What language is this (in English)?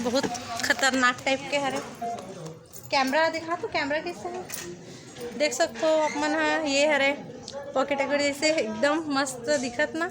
Chhattisgarhi